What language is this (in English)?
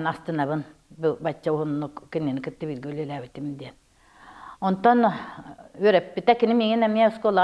Yakut